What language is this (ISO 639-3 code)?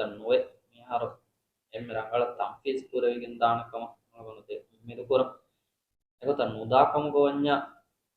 div